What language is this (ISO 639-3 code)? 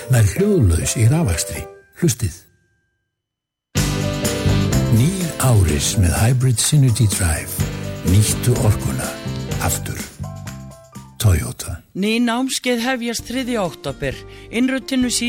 isl